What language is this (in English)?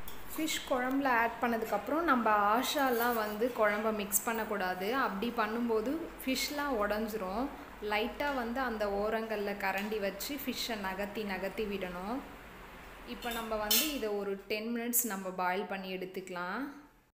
Tamil